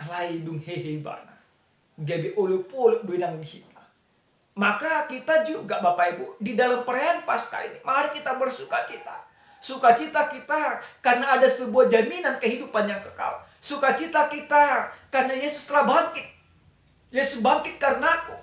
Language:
Batak Toba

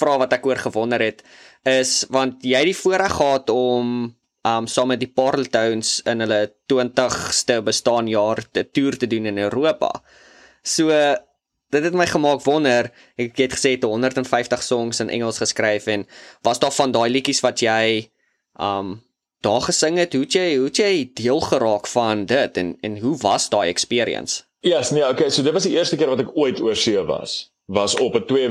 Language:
Afrikaans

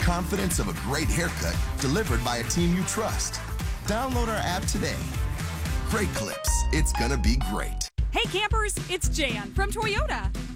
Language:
English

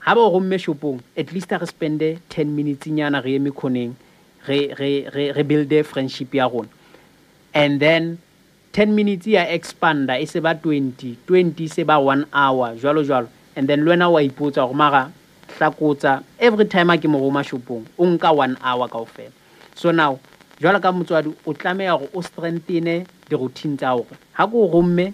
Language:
Southern Sotho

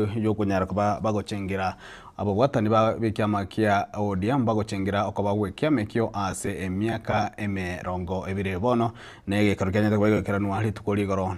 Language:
Gusii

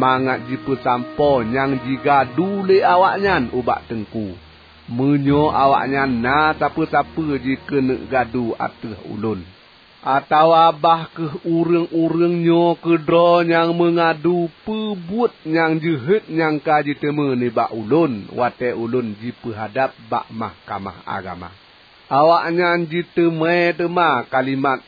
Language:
Achinese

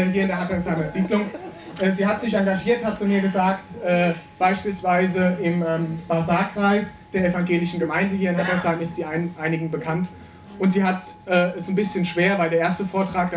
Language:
German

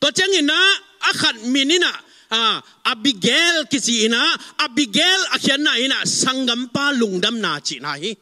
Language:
Tedim Chin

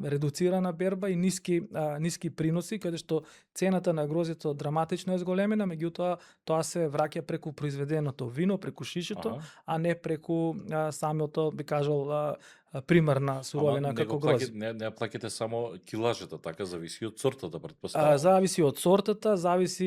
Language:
Macedonian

